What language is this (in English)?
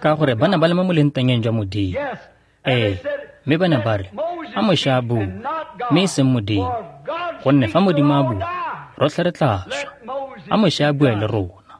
Tswana